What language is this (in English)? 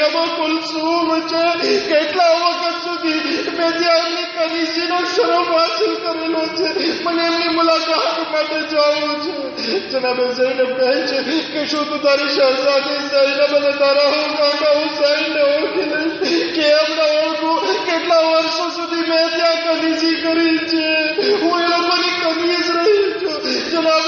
Gujarati